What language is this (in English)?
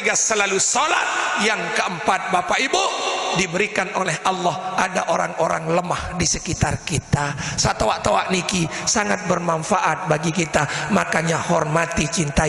Sasak